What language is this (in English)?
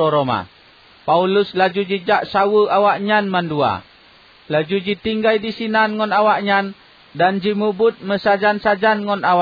Achinese